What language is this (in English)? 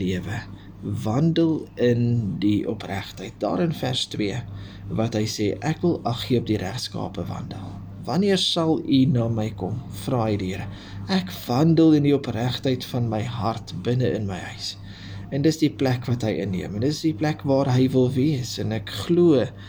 Afrikaans